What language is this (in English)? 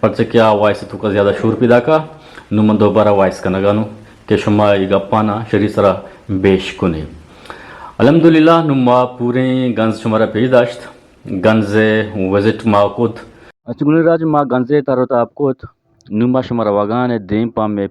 Eastern Balochi